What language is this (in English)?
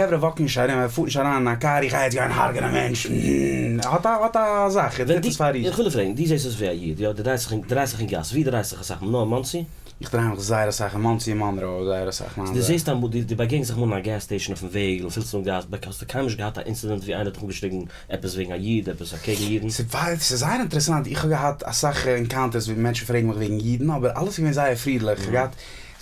Yiddish